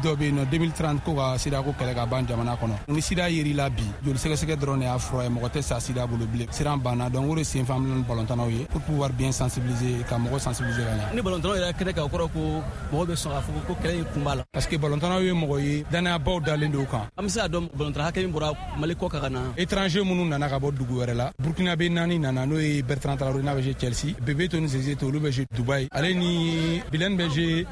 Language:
Bambara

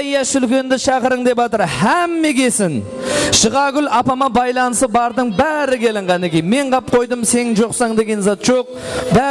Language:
Kara-Kalpak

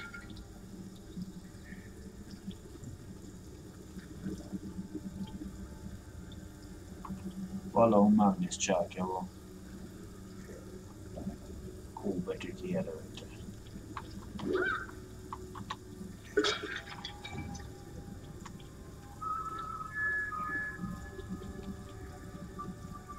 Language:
Hungarian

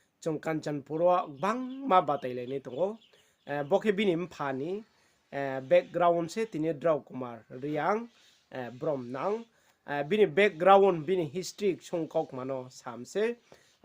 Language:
Riang (India)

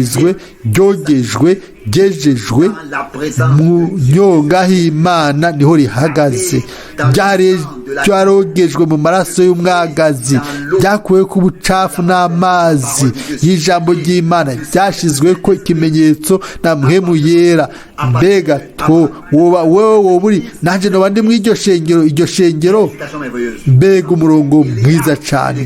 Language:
Rundi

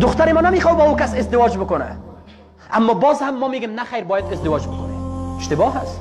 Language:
Persian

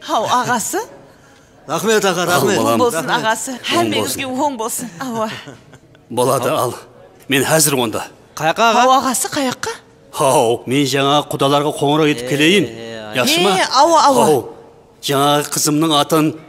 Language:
Kara-Kalpak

